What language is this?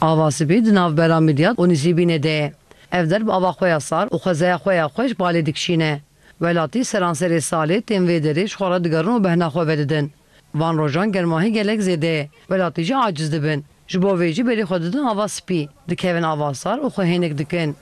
Kurdish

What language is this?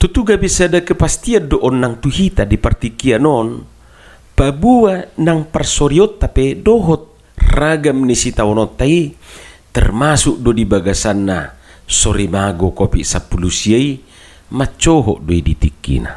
Batak Toba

